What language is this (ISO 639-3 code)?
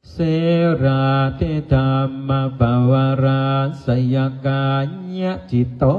pli